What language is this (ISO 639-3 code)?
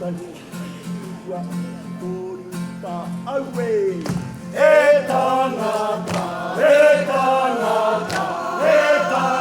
mri